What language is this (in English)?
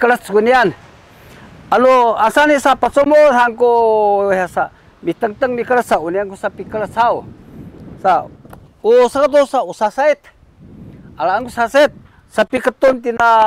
Sakizaya